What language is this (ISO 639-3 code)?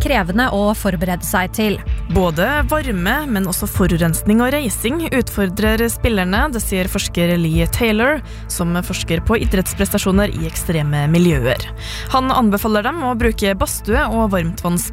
nor